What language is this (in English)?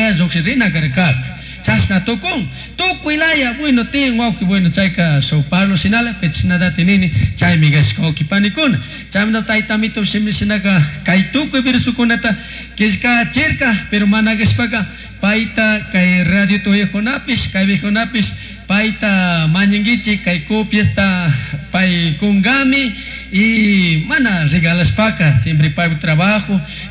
Chimborazo Highland Quichua